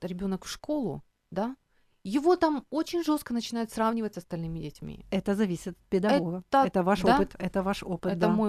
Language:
Russian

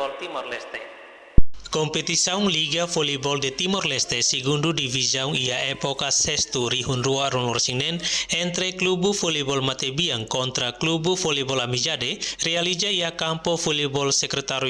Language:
Tetum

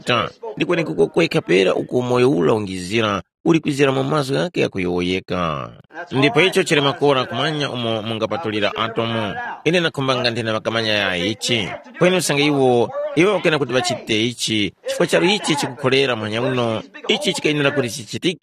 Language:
Tumbuka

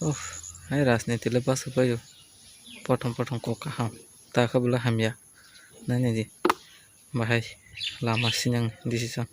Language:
Kok Borok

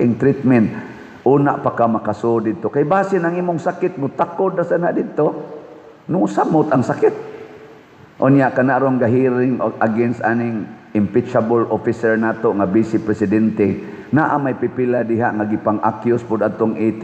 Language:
Cebuano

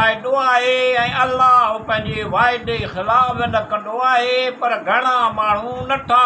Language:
Sindhi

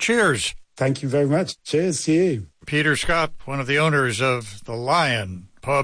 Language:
English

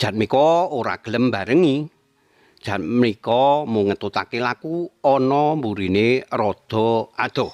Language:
Javanese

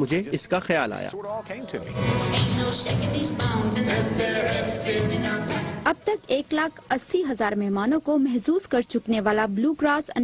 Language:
Urdu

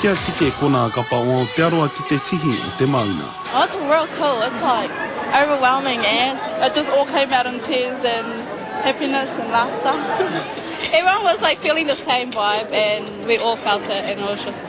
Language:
Māori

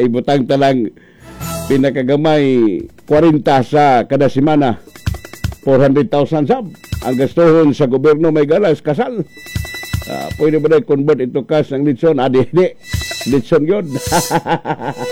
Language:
Cebuano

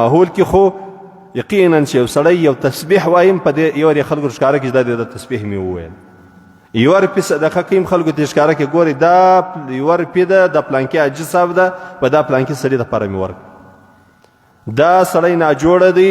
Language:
Pashto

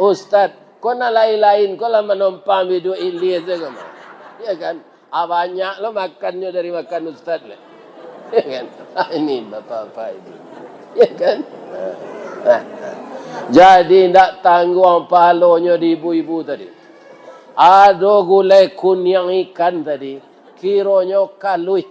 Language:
Minangkabau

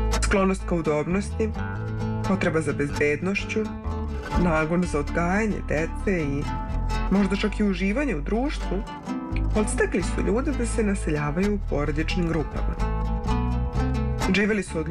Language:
Serbian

